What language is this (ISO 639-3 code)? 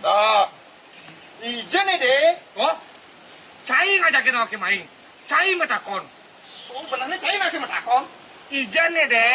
ban